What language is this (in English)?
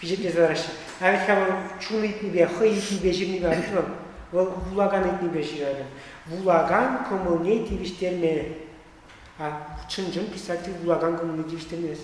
Chuvash